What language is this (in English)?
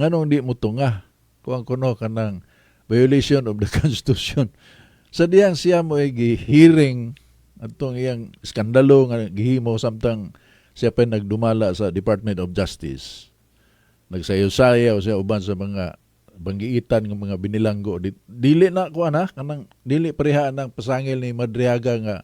Cebuano